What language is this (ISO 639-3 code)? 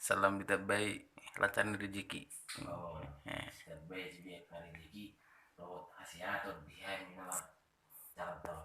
bbc